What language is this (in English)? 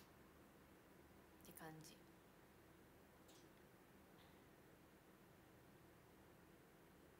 Japanese